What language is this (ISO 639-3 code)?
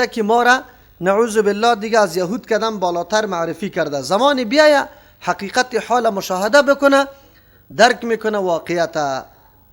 fas